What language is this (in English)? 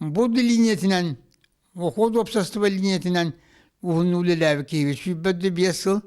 Yakut